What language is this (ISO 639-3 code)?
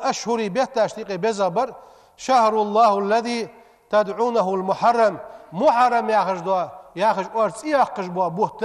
inh